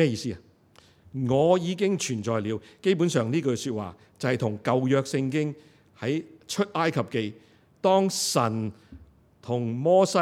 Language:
Cantonese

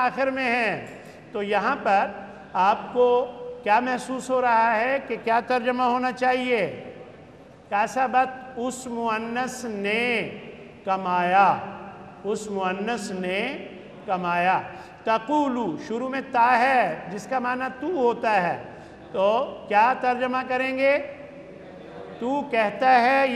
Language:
Urdu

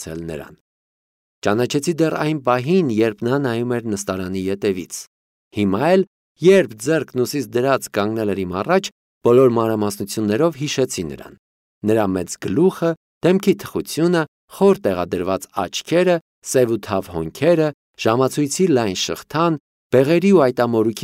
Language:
Armenian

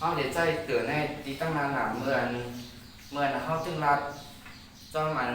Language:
Shan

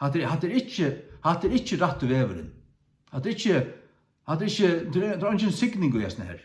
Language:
Faroese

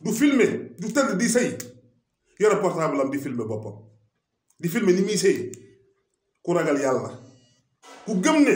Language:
Wolof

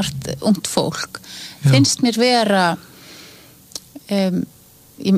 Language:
Icelandic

